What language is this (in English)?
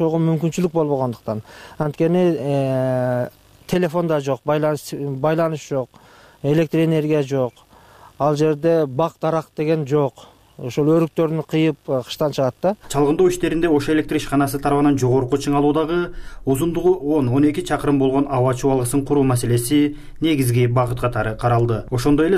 Kyrgyz